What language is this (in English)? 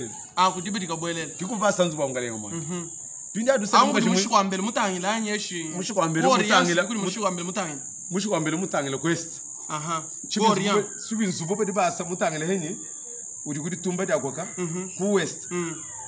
Luba-Lulua